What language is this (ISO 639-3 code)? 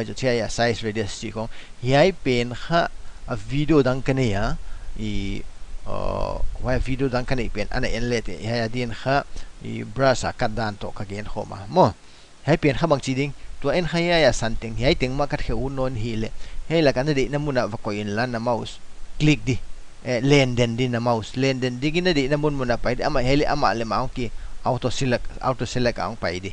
pck